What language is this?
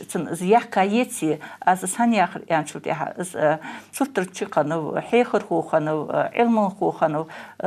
Ingush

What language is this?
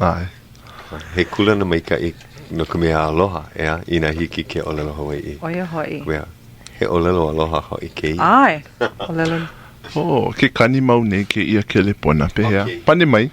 Hawaiian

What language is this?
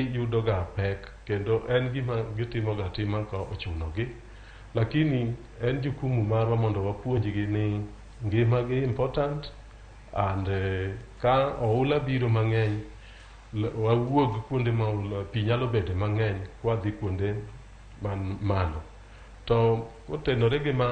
Luo (Kenya and Tanzania)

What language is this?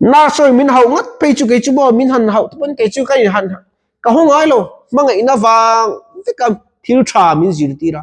Mizo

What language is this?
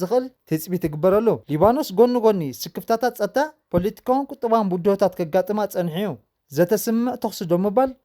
Tigrinya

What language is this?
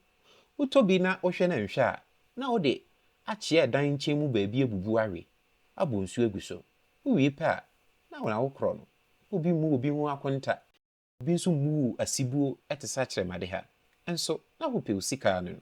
Akan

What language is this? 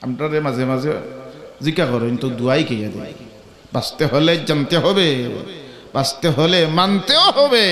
Sylheti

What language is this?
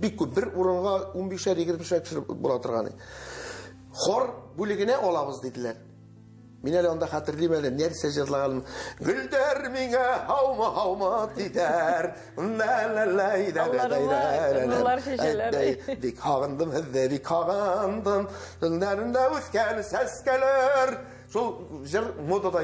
Tatar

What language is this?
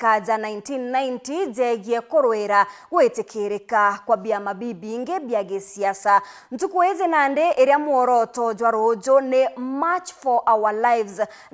Meru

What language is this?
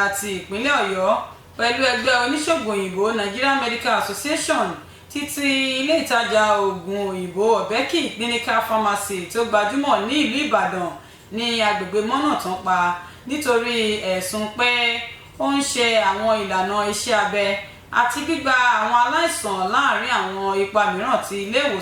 Yoruba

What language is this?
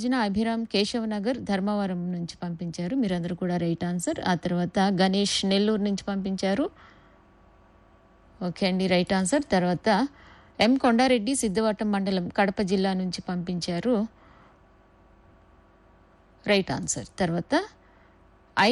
Telugu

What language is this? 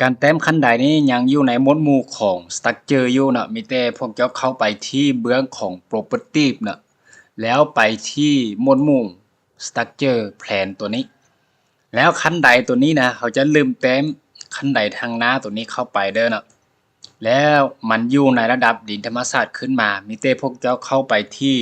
Lao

